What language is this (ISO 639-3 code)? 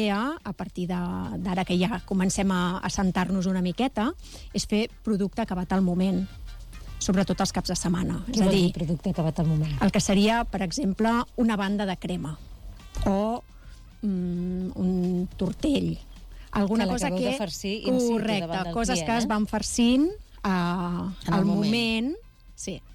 cat